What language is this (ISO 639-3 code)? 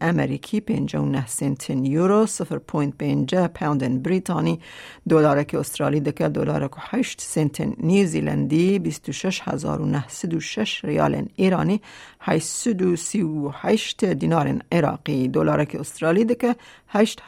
kur